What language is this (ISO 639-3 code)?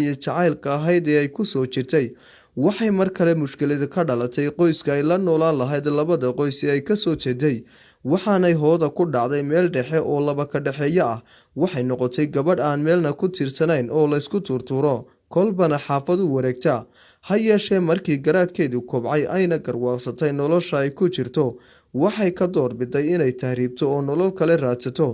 som